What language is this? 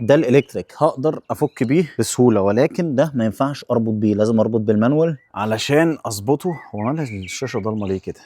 Egyptian Arabic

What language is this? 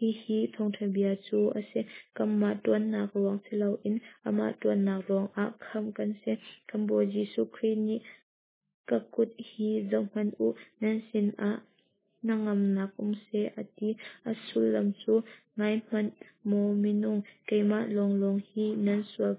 Hakha Chin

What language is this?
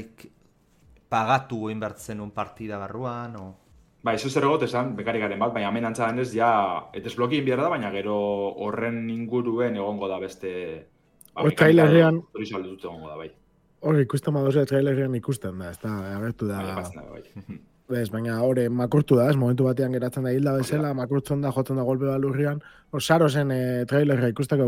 Basque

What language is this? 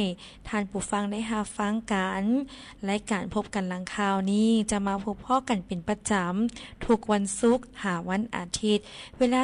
Lao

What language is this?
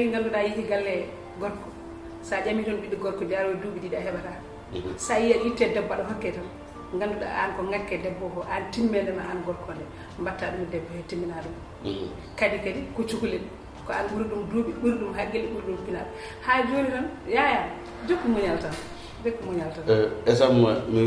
Fula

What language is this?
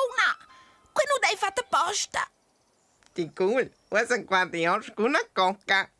Romansh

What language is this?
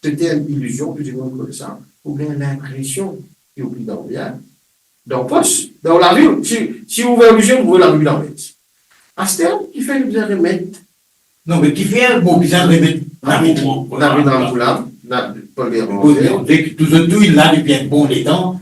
Morisyen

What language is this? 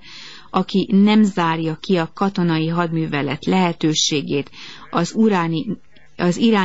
Hungarian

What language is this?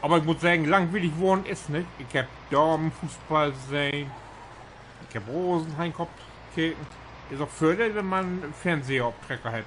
Low German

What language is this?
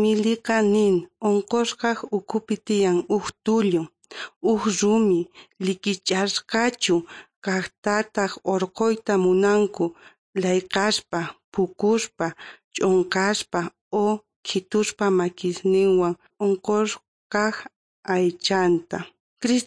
South Bolivian Quechua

